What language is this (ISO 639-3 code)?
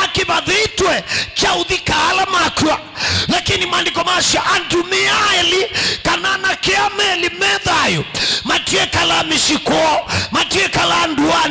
kam